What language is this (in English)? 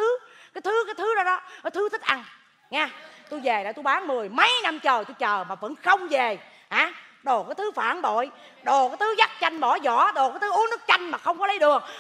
Vietnamese